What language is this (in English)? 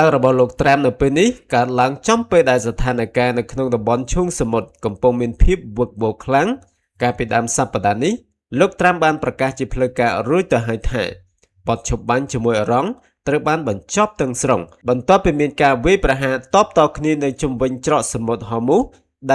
Khmer